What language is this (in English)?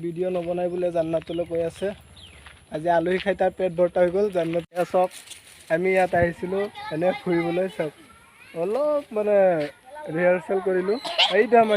Assamese